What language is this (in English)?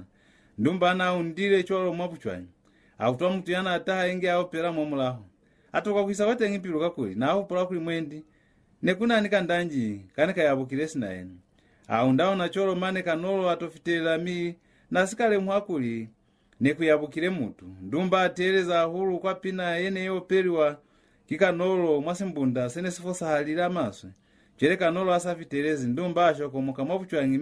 Lozi